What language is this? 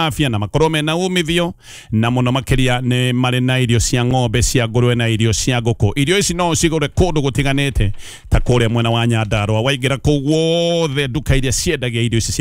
Kikuyu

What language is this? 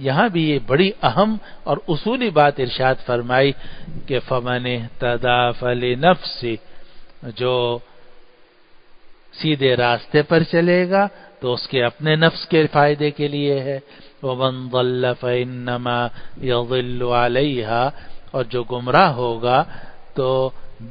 Urdu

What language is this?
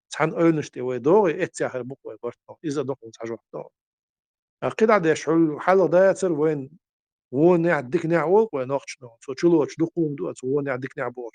Chechen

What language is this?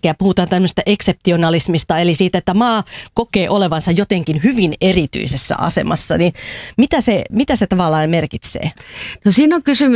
Finnish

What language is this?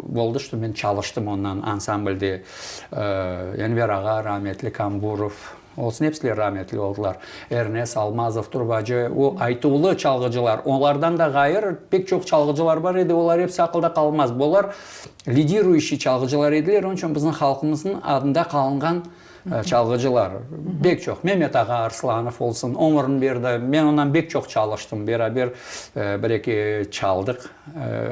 Crimean Tatar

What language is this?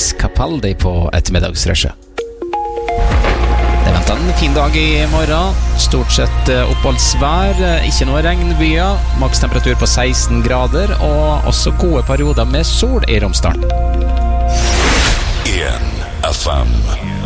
Norwegian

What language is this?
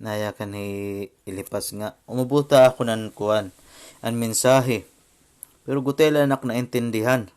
Waray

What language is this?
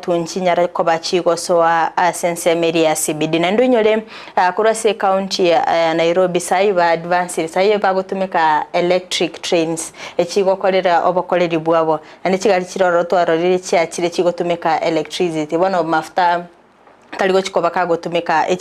Gusii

